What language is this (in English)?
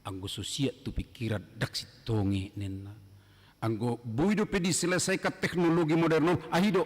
Batak Toba